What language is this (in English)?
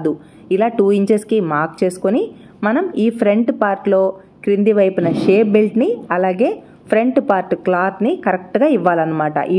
Telugu